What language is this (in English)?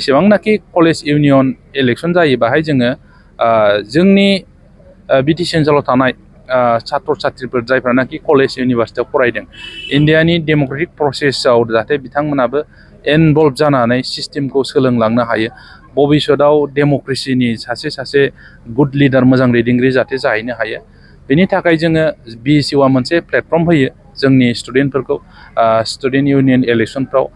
Bodo